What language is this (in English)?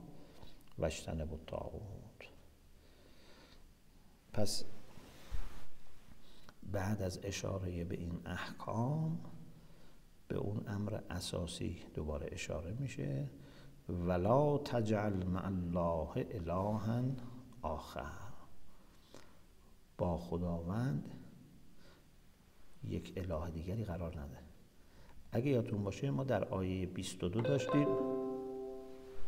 Persian